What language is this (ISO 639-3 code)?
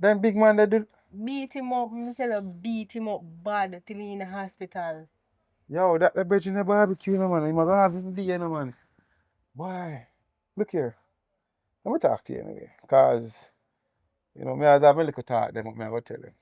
jam